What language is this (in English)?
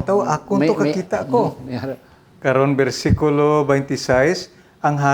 Hiligaynon